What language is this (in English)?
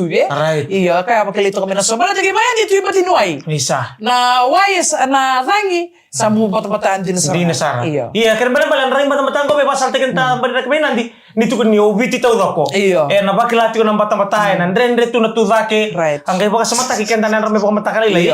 Fijian